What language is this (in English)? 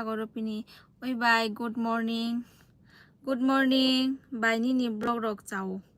Kok Borok